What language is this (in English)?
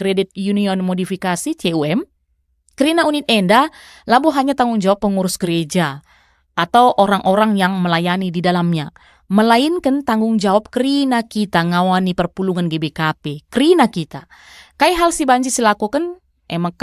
Batak Karo